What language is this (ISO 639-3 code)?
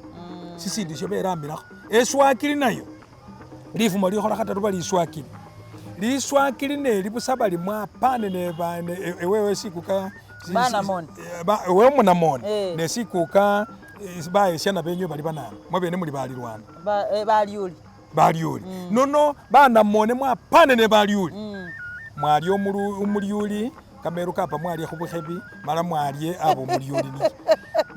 myx